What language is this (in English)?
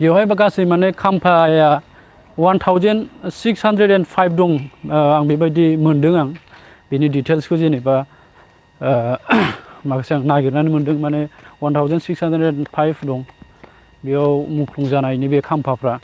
Bodo